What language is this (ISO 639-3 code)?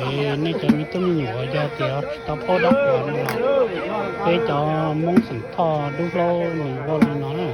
hmn